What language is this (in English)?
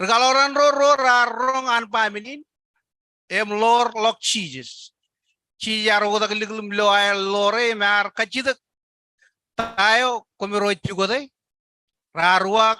Marshallese